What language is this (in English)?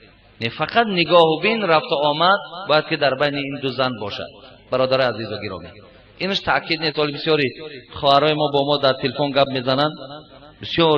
Tajik